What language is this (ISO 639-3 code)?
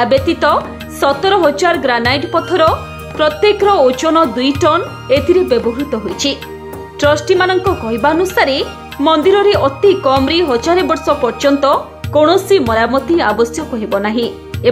ori